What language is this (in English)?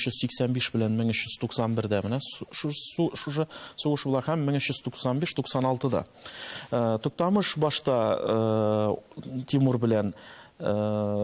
Tatar